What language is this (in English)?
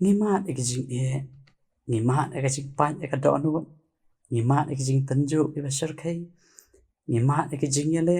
Khasi